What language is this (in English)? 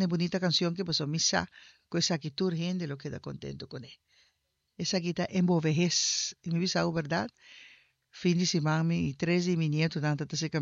Papiamento